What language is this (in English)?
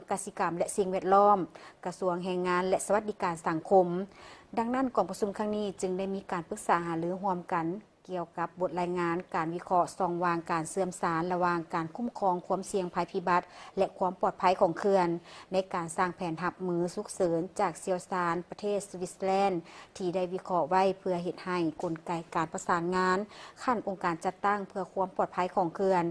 Lao